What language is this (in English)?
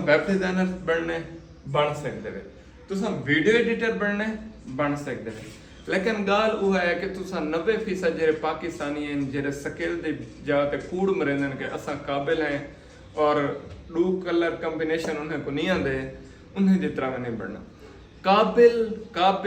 Saraiki